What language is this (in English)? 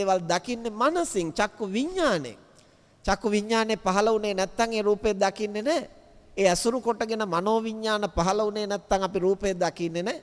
Sinhala